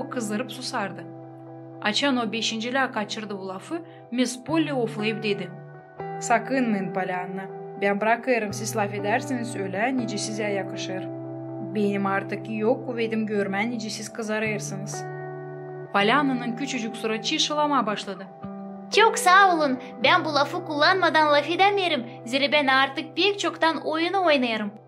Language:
Gagauz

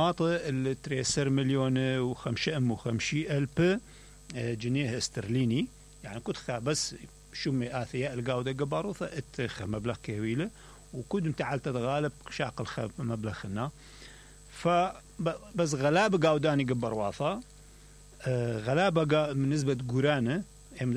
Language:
Mesopotamian Arabic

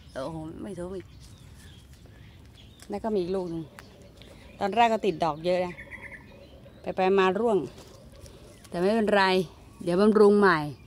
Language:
Thai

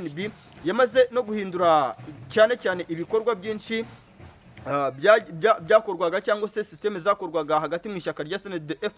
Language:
Kinyarwanda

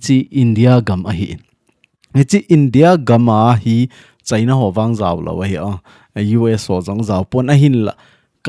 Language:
Thado Chin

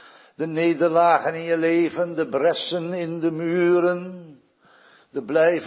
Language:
Dutch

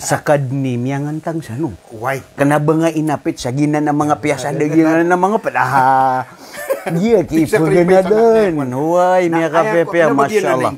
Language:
Maranao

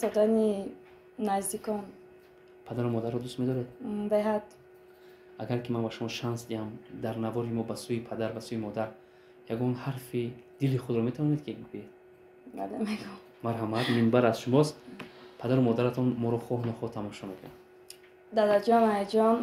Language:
Tajik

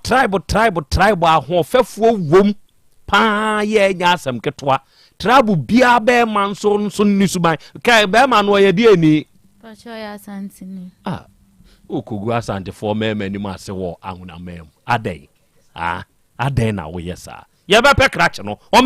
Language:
Akan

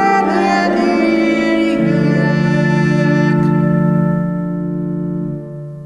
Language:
Hungarian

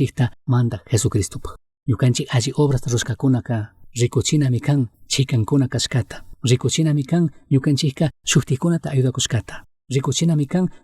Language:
Chimborazo Highland Quichua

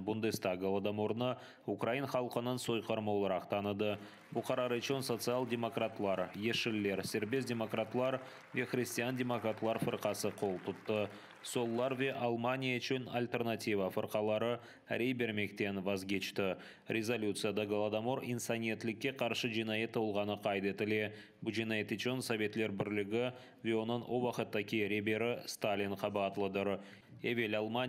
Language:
Crimean Tatar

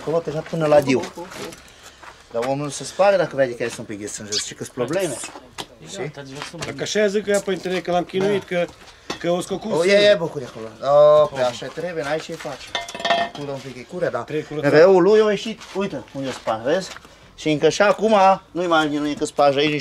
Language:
Romanian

